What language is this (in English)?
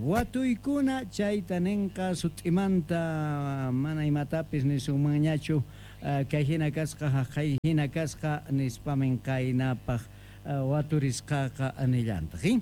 Quechua